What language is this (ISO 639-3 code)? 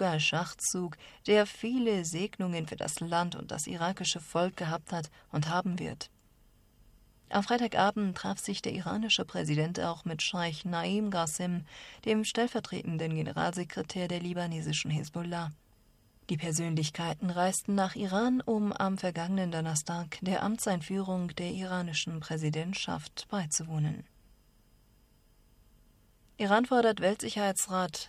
deu